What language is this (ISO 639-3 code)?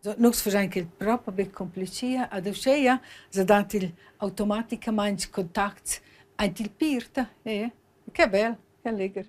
roh